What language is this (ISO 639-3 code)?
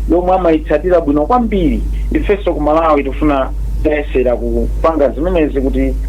nya